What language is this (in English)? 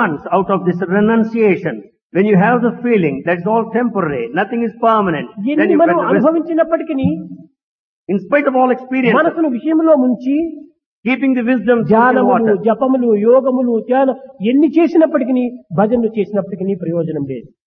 Telugu